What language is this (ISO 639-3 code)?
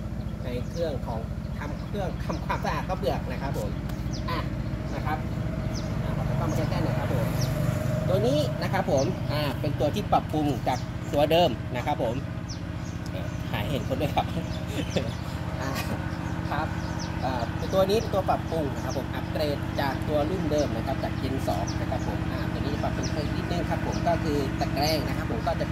tha